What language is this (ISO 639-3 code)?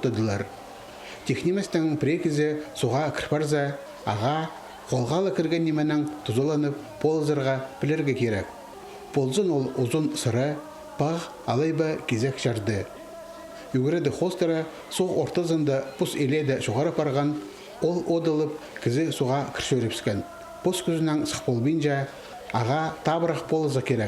kjh